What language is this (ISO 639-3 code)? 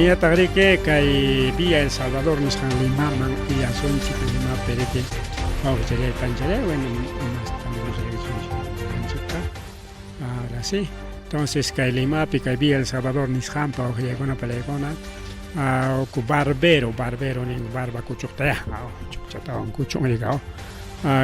quy